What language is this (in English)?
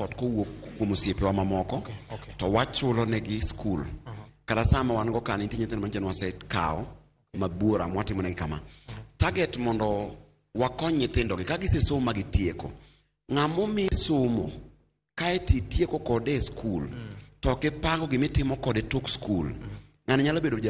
Luo (Kenya and Tanzania)